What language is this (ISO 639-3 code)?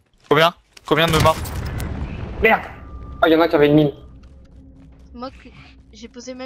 fra